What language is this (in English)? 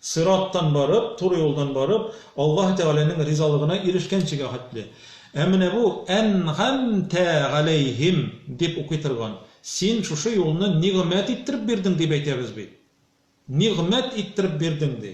Tatar